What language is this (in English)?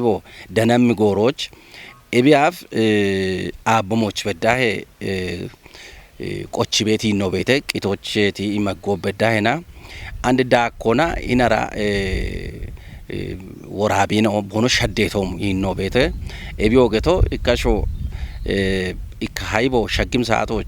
Kafa